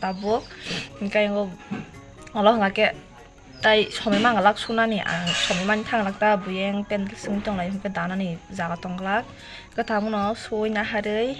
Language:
Kok Borok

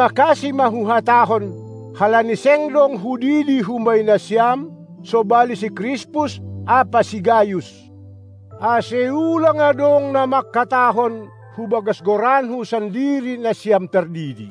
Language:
Batak Simalungun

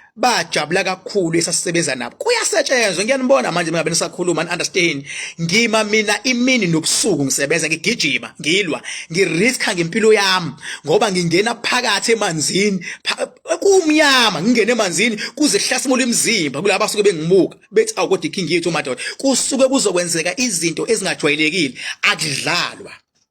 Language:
Zulu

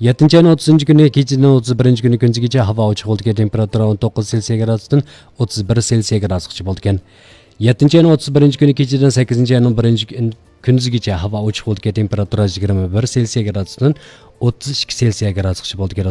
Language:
Uyghur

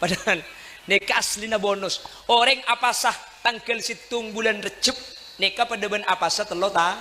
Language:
Madurese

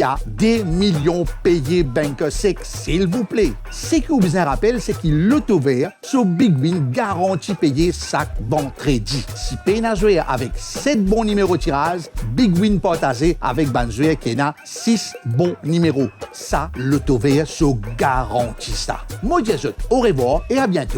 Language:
Morisyen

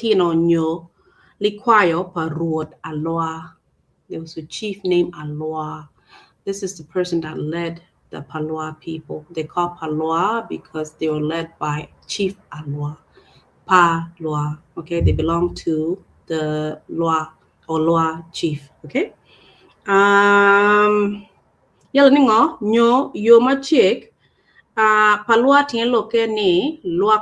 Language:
Acoli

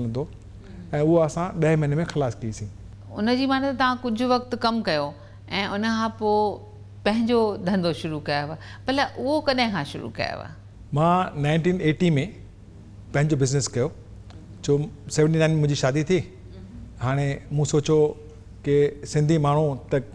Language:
Sindhi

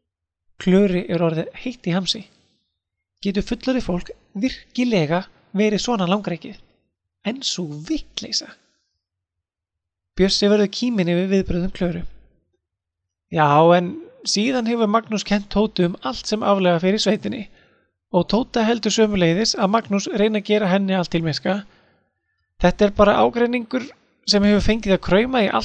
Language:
Icelandic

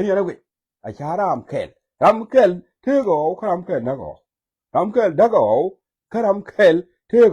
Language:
Nuer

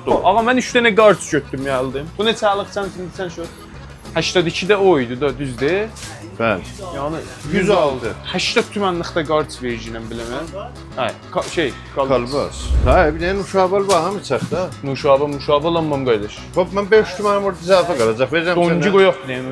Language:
South Azerbaijani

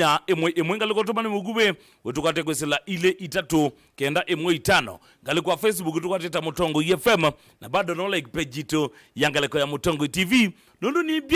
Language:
Kamba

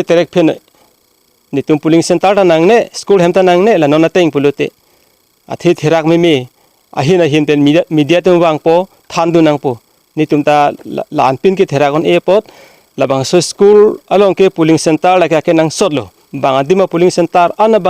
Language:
Karbi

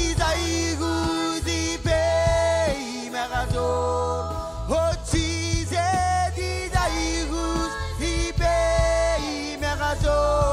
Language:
Marshallese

